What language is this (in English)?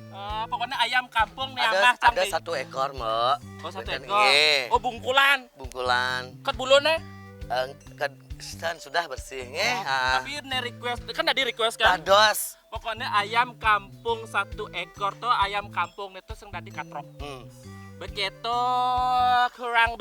Balinese